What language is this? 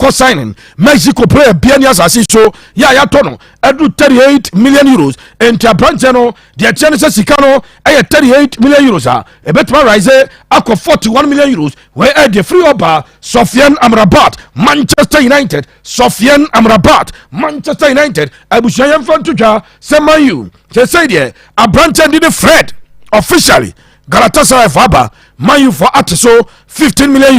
Akan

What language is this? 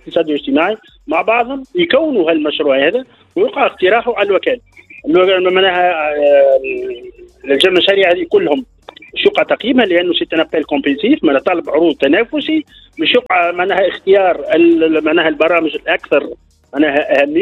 Tunisian Arabic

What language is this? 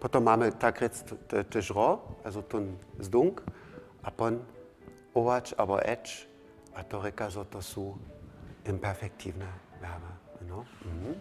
Upper Sorbian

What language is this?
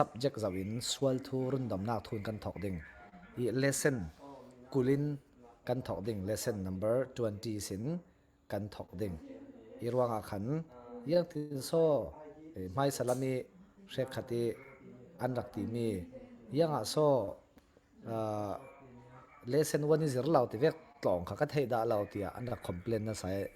Falam Chin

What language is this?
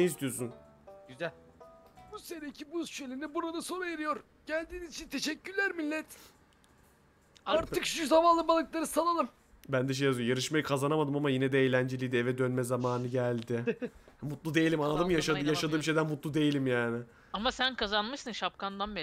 Turkish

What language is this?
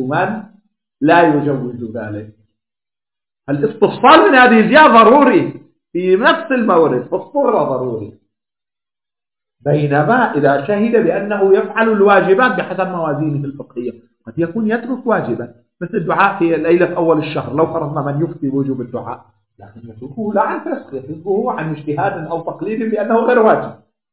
Arabic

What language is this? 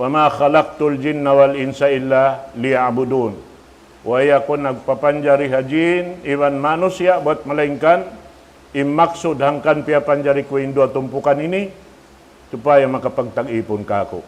Tausug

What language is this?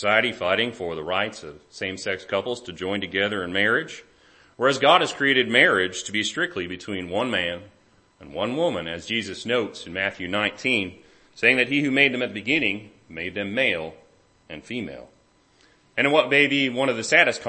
English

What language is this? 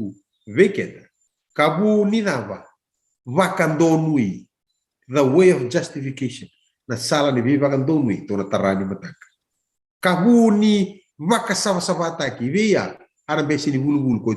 Fijian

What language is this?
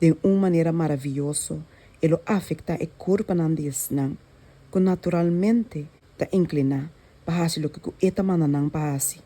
Papiamento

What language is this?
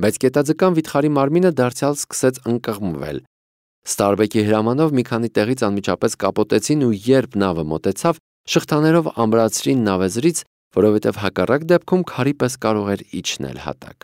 Armenian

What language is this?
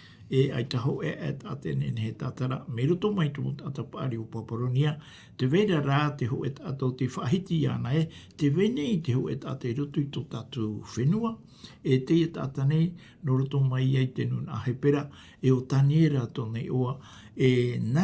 Tahitian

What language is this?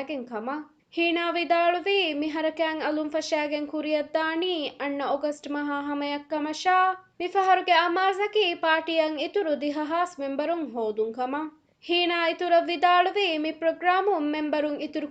Divehi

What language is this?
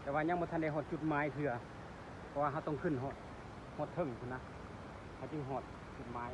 Lao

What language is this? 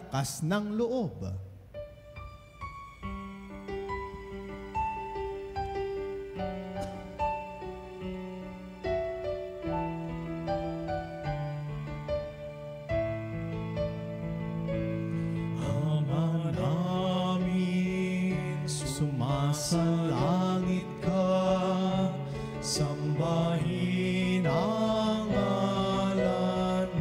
Filipino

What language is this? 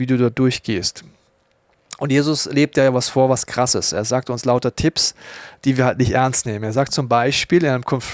Swiss German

